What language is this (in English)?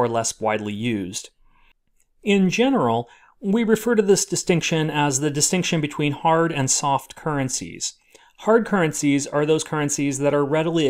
English